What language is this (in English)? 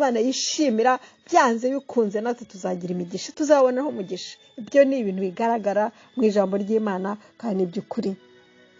Kinyarwanda